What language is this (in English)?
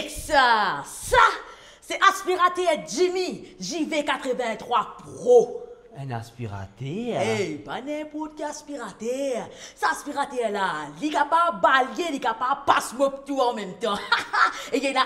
Morisyen